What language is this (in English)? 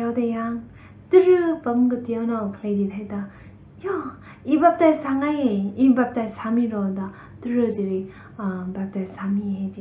Tangkhul Naga (India)